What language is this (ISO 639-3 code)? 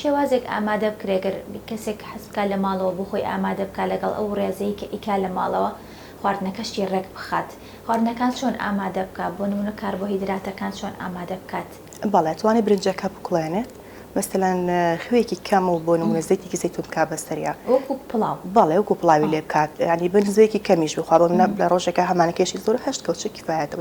ckb